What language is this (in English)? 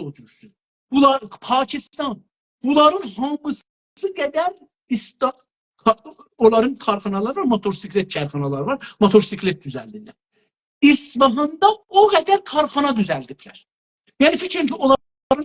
South Azerbaijani